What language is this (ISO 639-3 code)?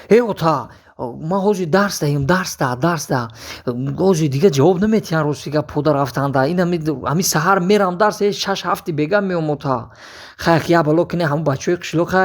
tgk